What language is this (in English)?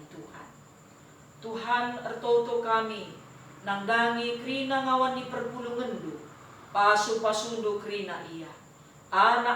Batak Karo